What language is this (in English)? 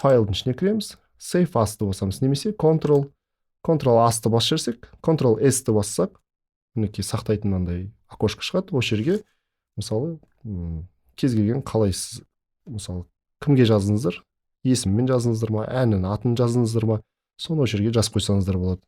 Kazakh